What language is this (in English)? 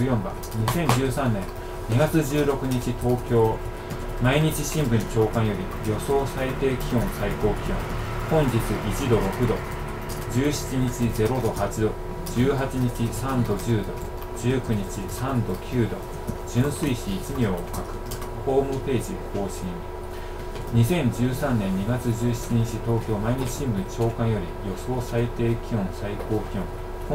Japanese